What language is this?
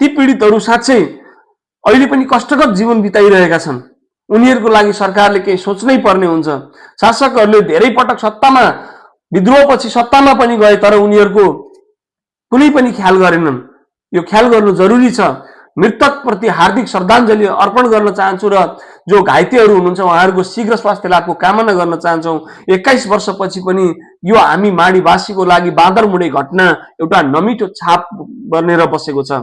Nepali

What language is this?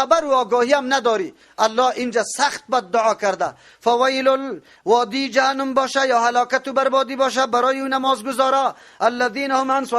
Persian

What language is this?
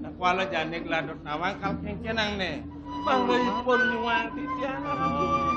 Balinese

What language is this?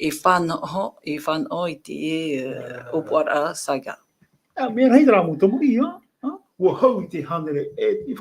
Tahitian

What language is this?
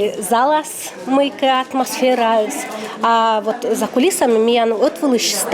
Komi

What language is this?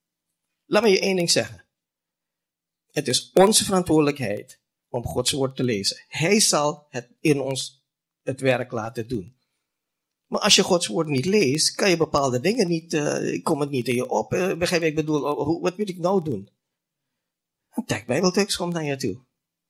Dutch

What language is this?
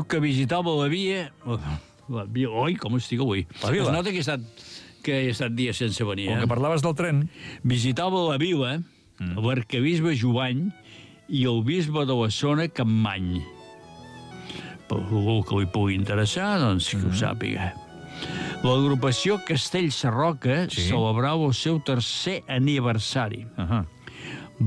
Catalan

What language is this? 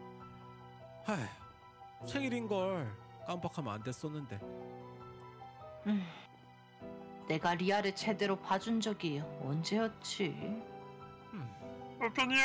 Korean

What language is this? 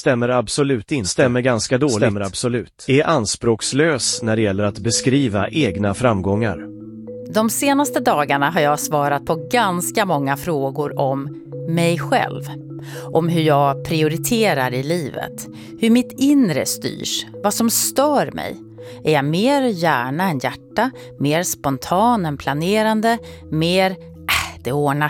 Swedish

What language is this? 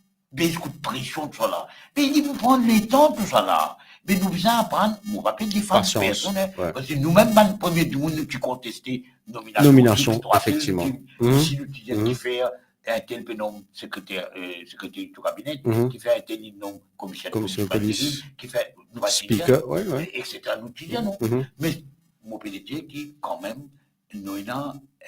Morisyen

